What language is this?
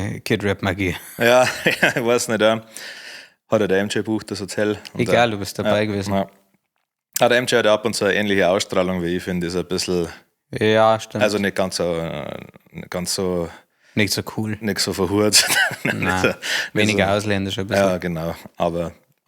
Bavarian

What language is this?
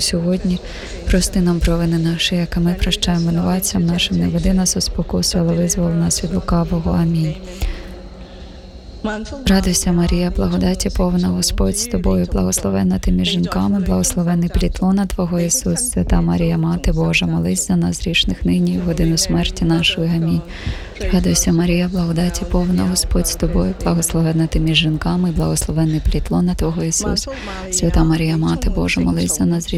Ukrainian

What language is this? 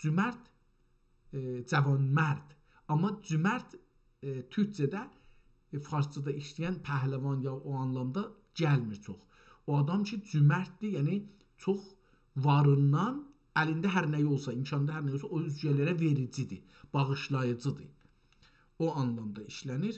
South Azerbaijani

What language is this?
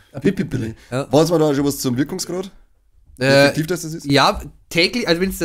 Bavarian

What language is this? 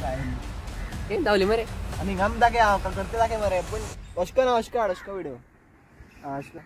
Konkani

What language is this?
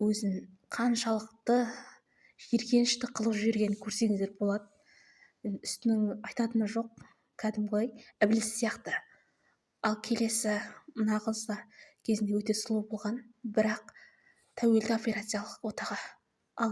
Kazakh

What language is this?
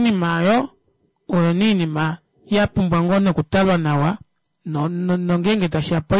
Kuanyama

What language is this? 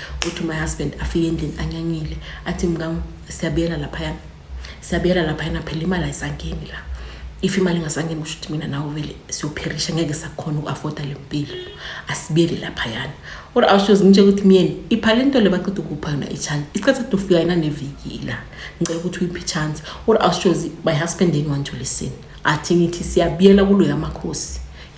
Zulu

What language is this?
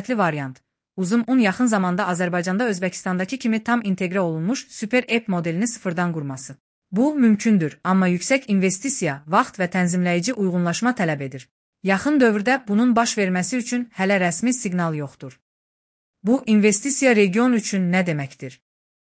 Azerbaijani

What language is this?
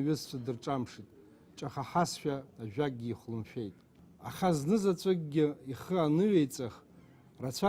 Abkhazian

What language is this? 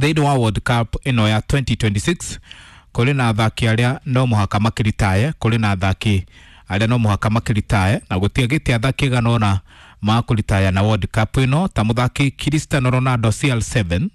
Kikuyu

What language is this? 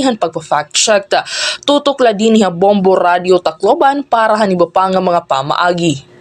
Waray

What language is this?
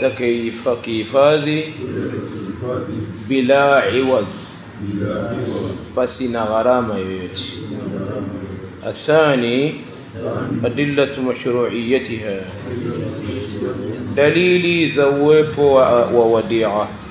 Swahili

